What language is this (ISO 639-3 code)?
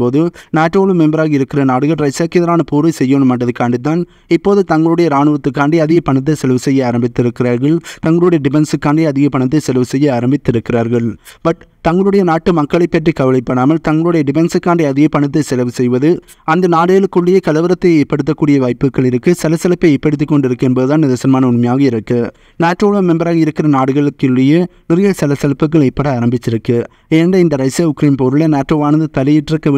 tam